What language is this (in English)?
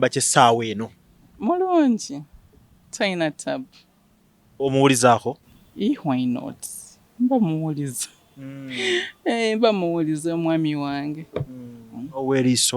Ganda